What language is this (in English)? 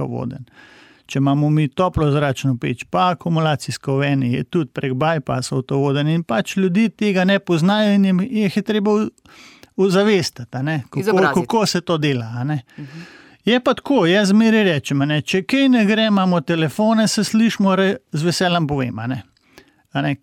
Slovenian